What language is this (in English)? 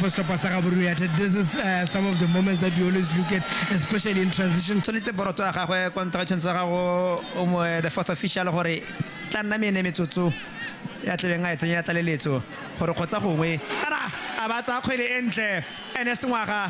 Tswana